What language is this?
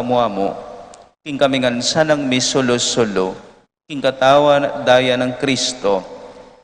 Pampanga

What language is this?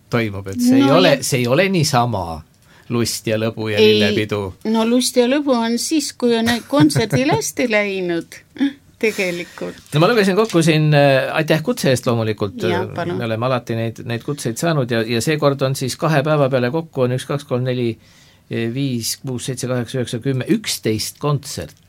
Estonian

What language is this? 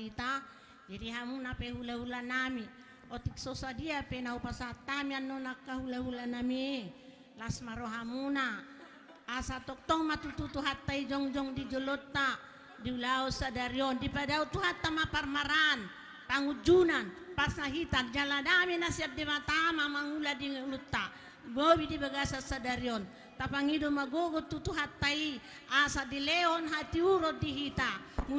Batak Toba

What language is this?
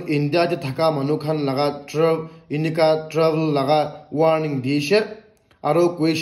Naga Pidgin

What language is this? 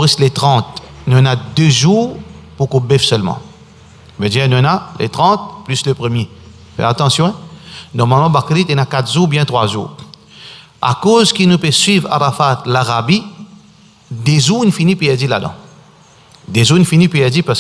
Morisyen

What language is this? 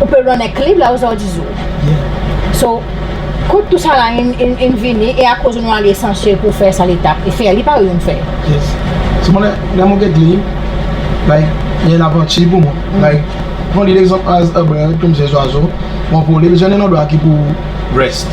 Seselwa Creole French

